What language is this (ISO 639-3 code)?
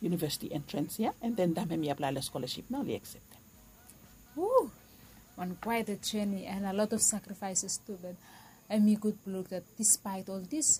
bis